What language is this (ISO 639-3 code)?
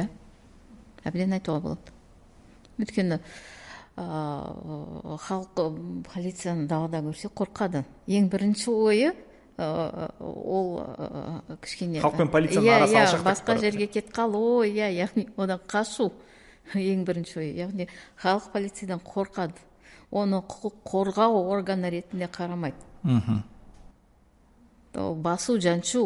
kaz